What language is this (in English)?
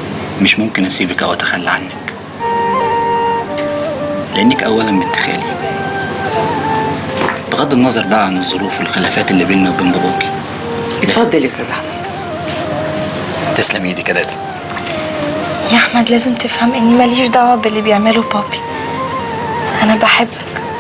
Egyptian Arabic